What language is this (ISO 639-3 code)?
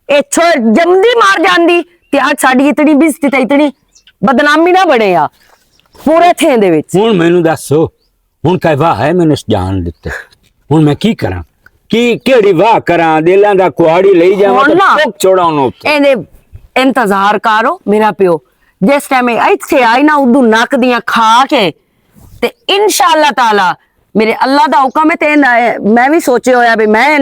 lah